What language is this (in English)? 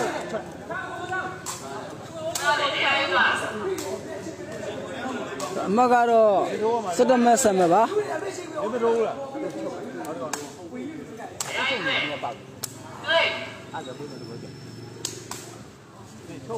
Burmese